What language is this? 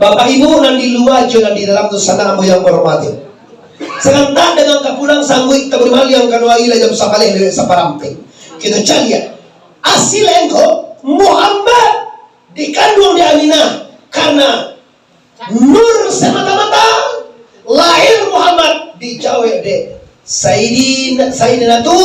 Minangkabau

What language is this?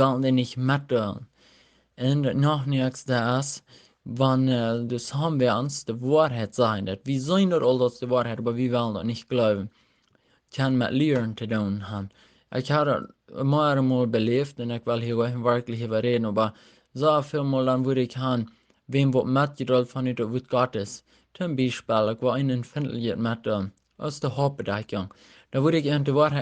Plautdietsch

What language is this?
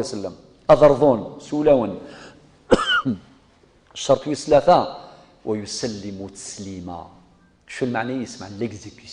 Kabyle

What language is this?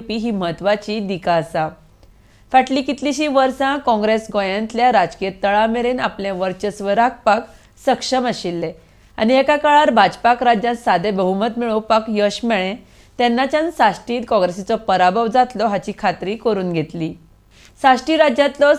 Konkani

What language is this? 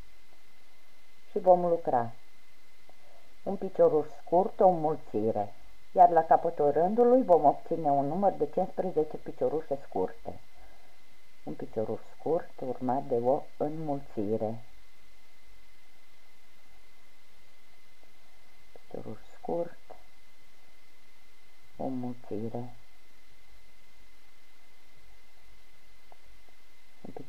Romanian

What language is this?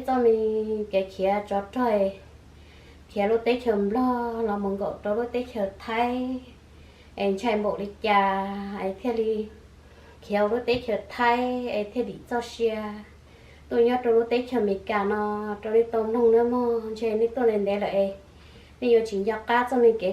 Hmong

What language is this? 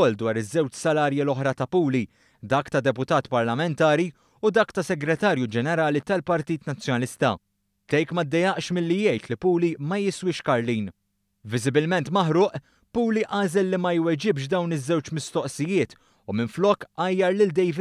Maltese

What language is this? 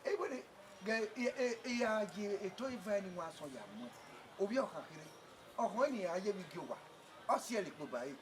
Bini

